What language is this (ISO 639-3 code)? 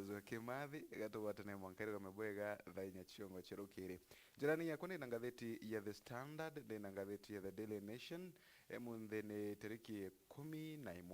mer